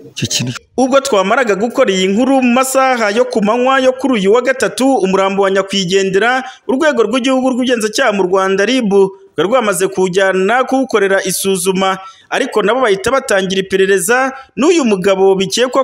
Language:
Kinyarwanda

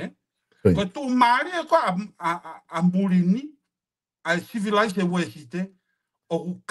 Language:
Tongan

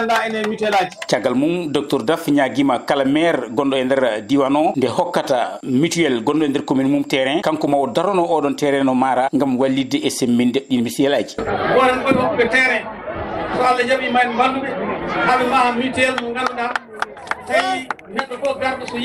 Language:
Swahili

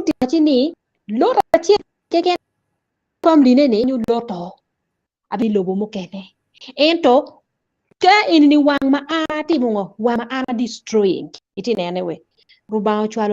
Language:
Acoli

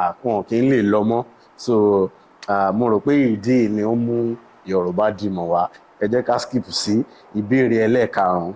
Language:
Yoruba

